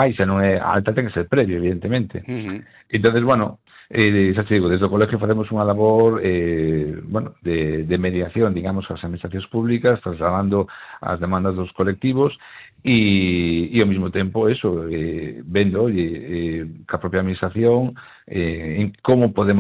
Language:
Galician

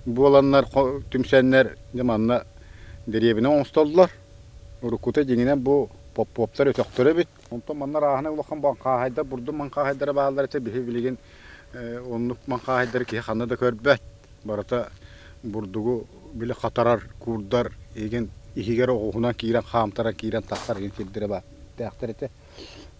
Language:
Yakut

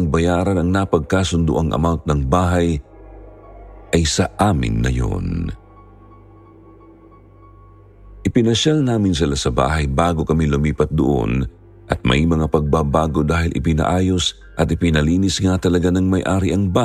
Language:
Filipino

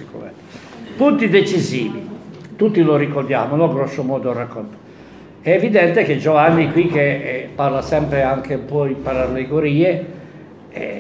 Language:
Italian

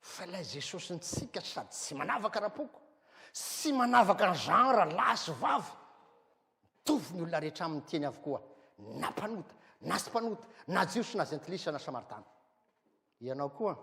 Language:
Malagasy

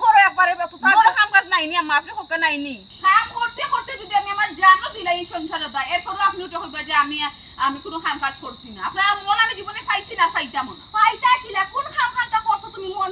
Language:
Sylheti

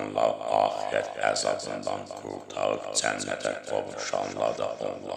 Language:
Azerbaijani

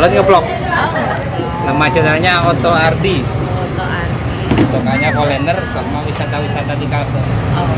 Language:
Banjar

